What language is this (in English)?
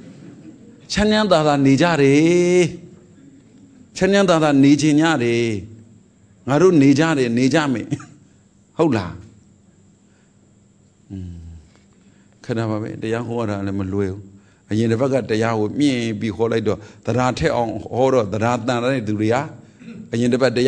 Burmese